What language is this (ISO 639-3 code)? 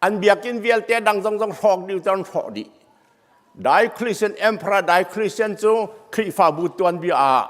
cnh